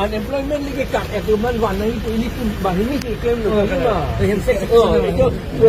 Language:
Karbi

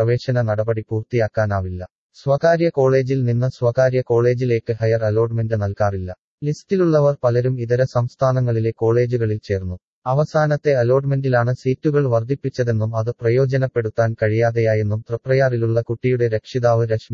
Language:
Malayalam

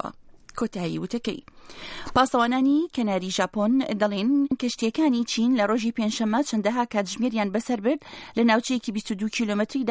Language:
Central Kurdish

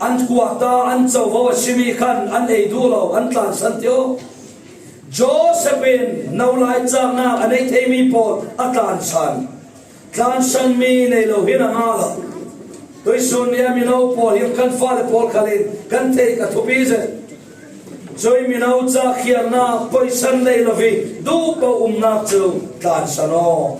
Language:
Falam Chin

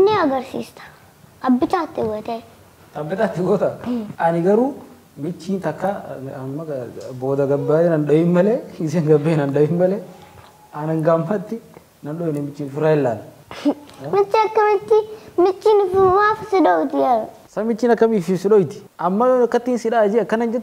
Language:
Oromo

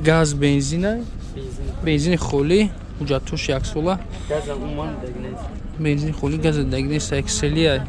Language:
Tajik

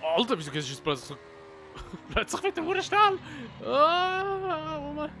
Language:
Swiss German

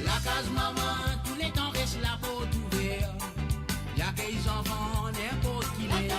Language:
Morisyen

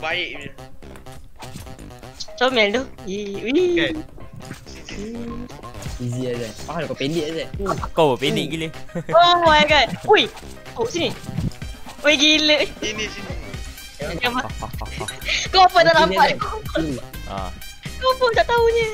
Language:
Malay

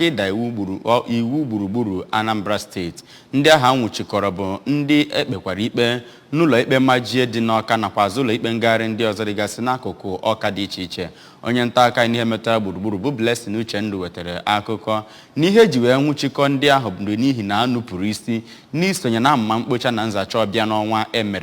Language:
Igbo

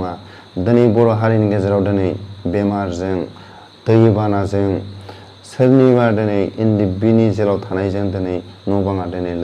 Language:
Bodo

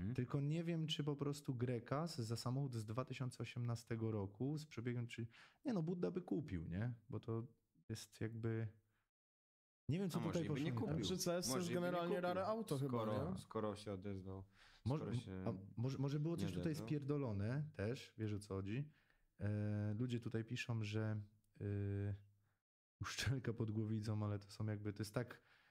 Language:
Polish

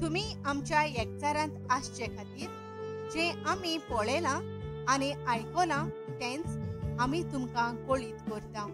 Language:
Konkani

